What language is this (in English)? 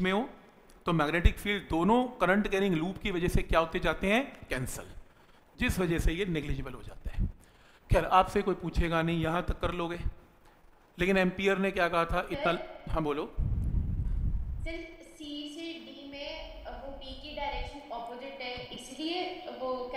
Hindi